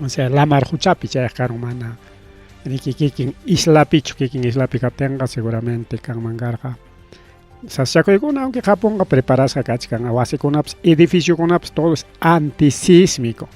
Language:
Ayacucho Quechua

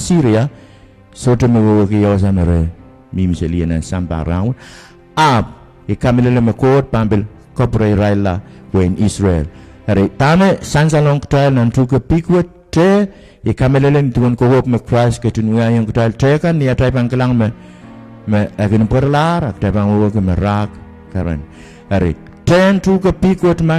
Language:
Pohnpeian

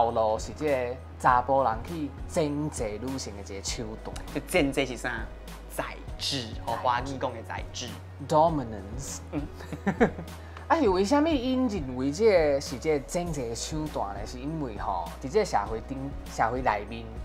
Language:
Min Nan Chinese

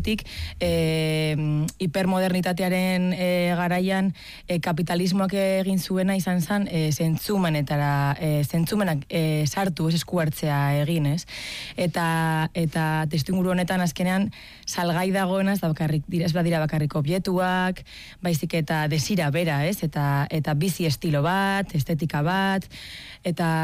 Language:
Basque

